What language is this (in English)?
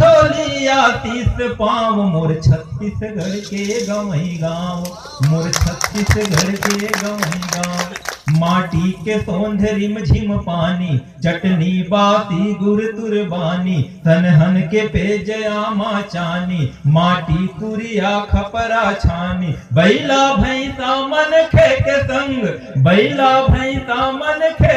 Chhattisgarhi